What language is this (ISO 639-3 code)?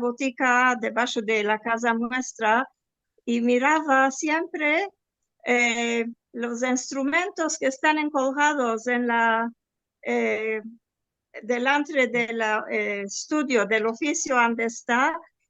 lad